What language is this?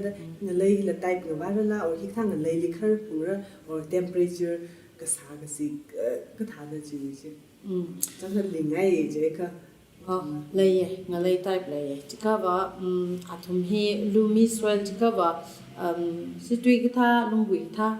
Tangkhul Naga (India)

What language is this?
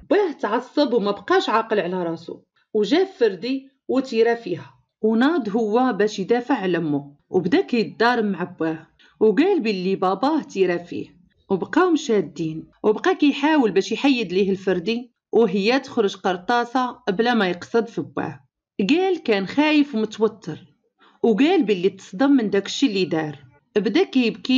Moroccan Arabic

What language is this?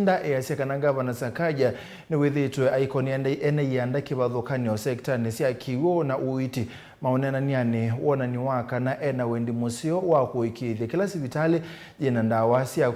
Kamba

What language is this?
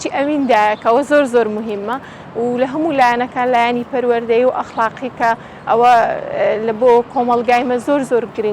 Central Kurdish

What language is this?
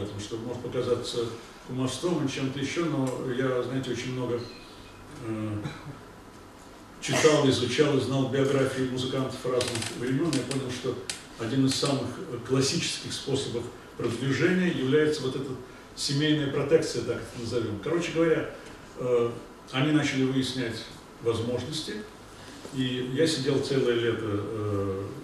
Russian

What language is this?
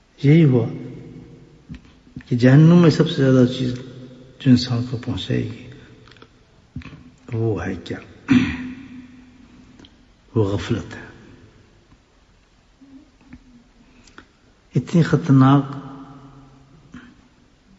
Urdu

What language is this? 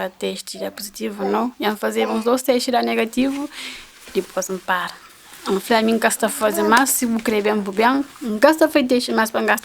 Kabuverdianu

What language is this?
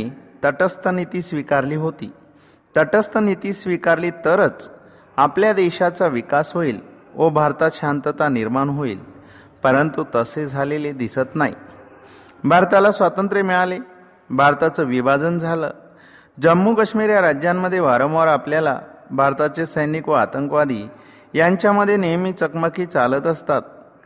Marathi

